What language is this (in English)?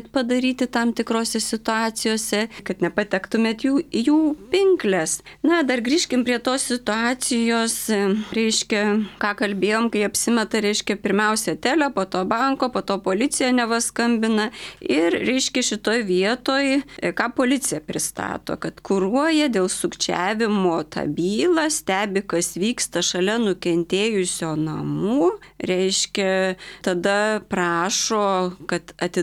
Lithuanian